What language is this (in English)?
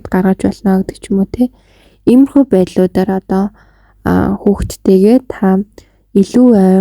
Mongolian